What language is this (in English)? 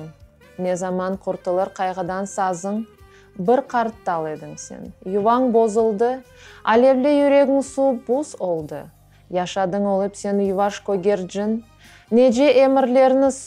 Crimean Tatar